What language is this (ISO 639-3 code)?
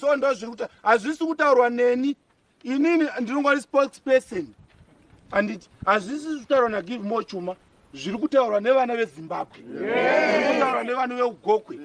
sna